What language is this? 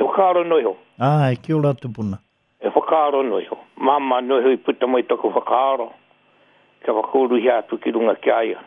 Māori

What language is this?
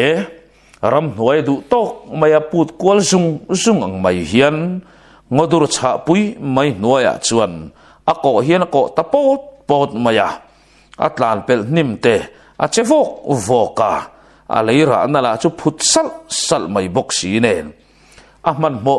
Mizo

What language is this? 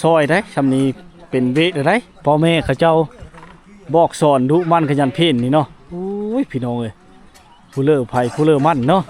Lao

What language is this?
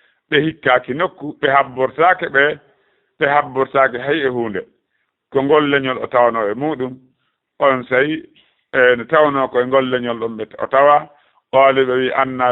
Fula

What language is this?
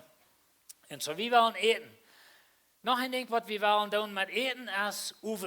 Plautdietsch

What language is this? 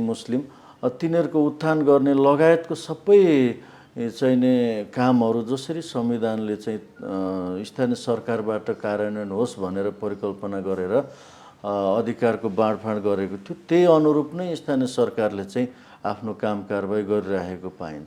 Nepali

